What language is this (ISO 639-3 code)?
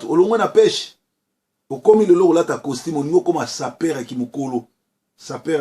lin